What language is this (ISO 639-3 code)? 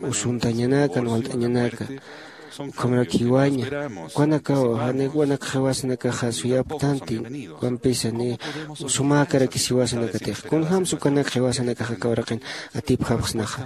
aym